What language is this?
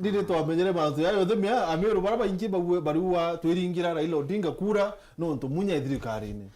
Meru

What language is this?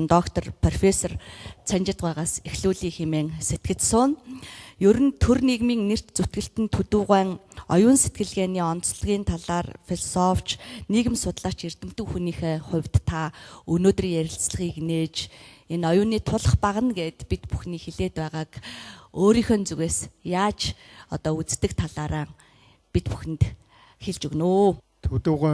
Mongolian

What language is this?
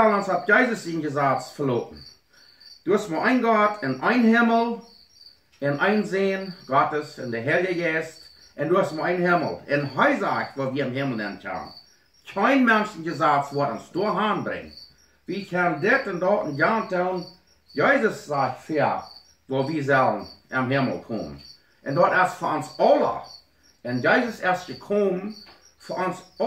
Plautdietsch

